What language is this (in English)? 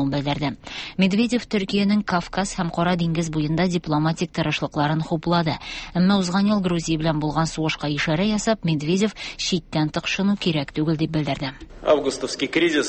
Tatar